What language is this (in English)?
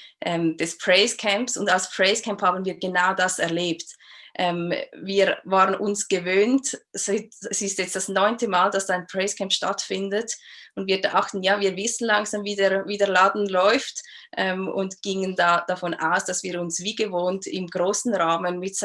Swiss German